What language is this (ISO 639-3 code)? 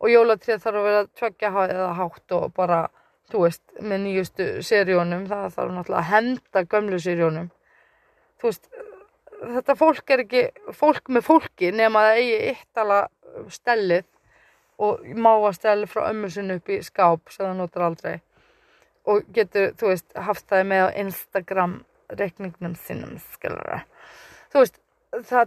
isl